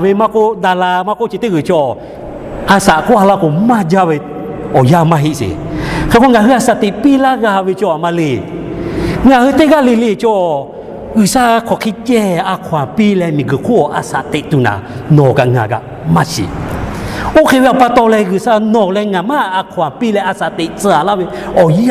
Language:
Lahu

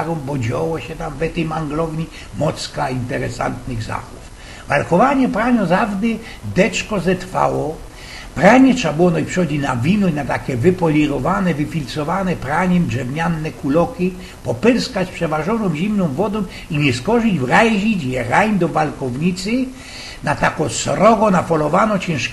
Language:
Silesian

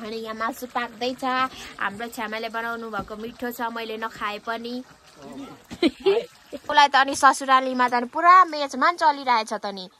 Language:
Nepali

